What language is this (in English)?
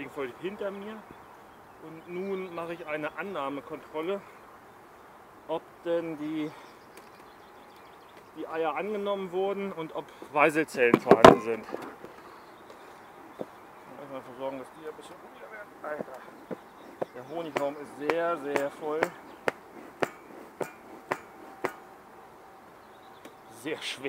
German